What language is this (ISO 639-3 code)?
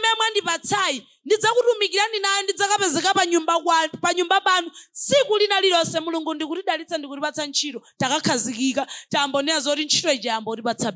nya